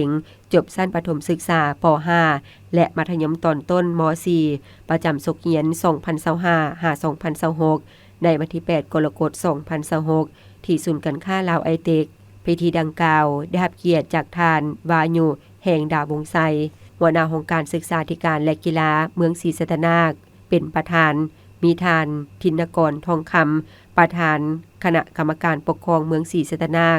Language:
Lao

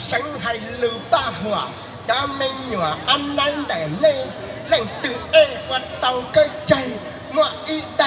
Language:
Hmong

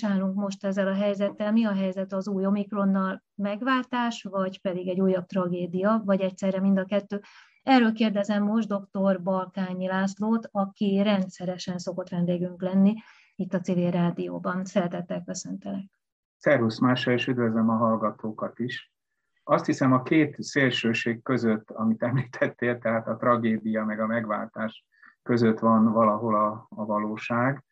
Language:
Hungarian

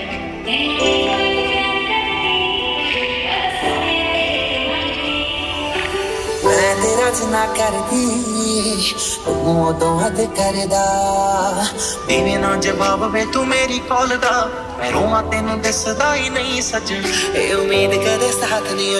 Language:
Punjabi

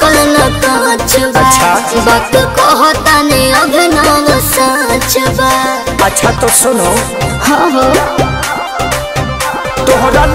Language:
Bhojpuri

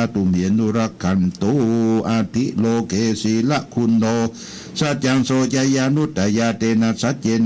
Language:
Pali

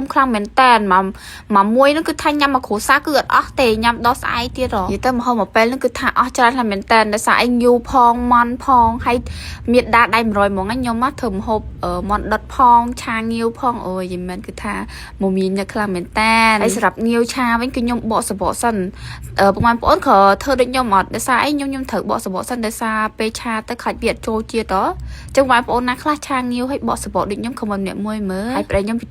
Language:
Khmer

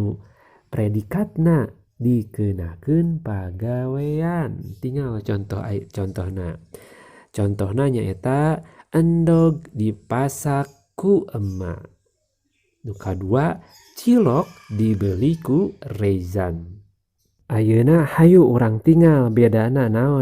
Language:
Sundanese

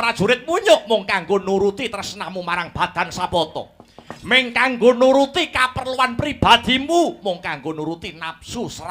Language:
Javanese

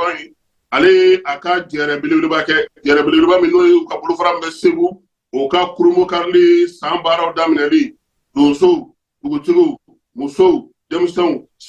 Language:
Bambara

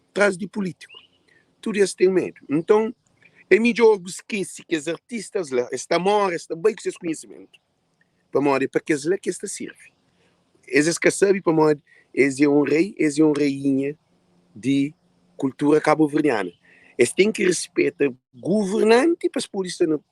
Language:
Kabuverdianu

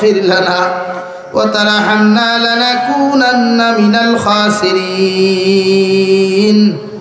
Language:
Sylheti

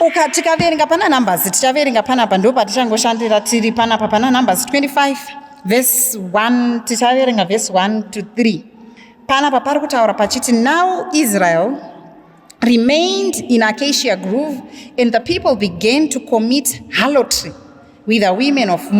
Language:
Shona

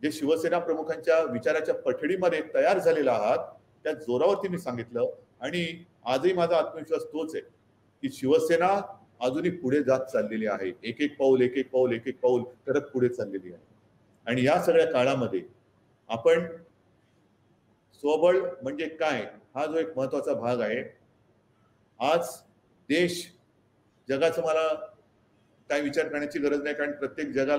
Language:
Marathi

